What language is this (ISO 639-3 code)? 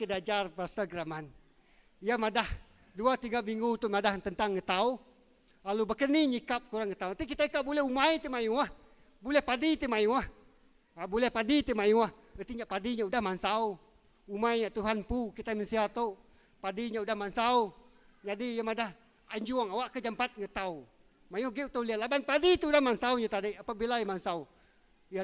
iba